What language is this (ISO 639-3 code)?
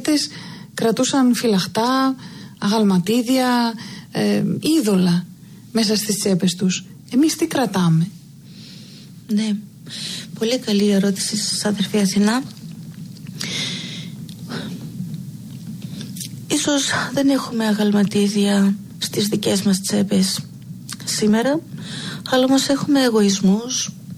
ell